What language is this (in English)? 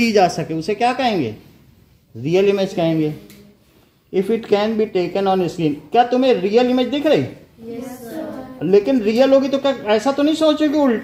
Hindi